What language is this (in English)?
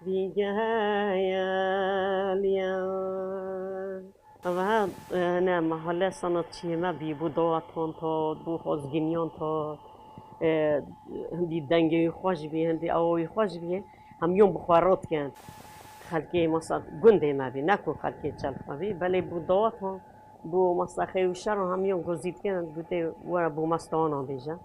Kurdish